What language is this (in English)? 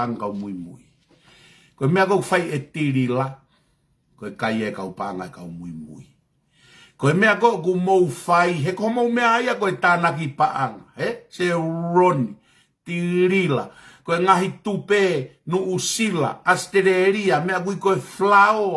Tongan